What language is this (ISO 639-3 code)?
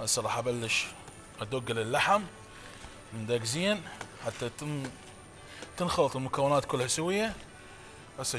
acm